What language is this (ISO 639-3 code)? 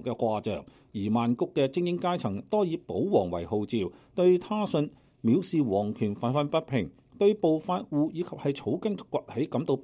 yue